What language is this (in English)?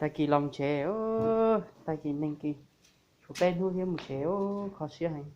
Hmong